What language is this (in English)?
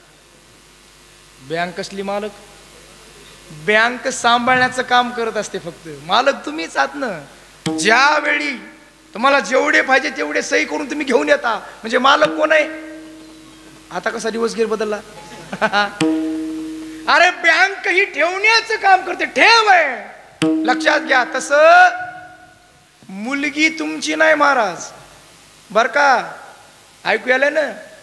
Marathi